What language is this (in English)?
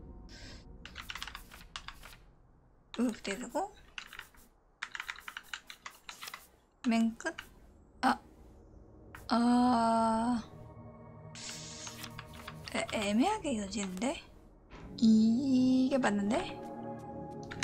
Korean